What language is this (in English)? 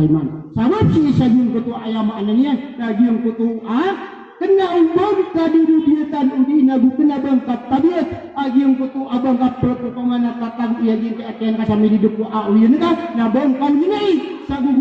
Maranao